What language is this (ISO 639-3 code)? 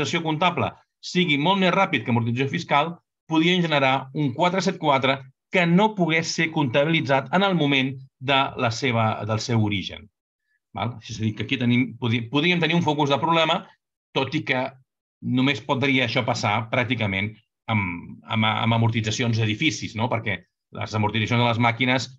cat